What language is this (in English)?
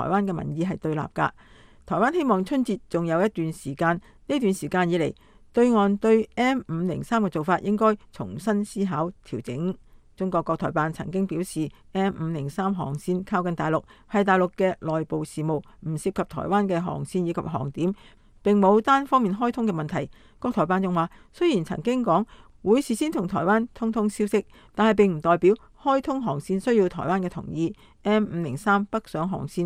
Cantonese